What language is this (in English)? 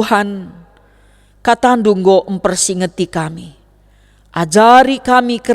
Batak Karo